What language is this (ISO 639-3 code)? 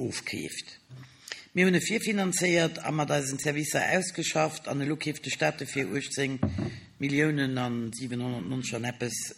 ltz